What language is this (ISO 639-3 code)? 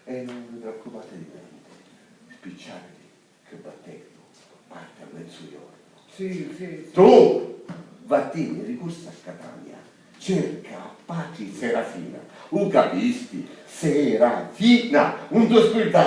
scn